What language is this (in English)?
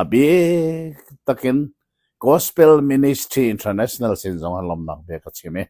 Hakha Chin